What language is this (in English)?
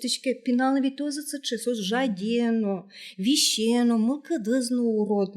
Udmurt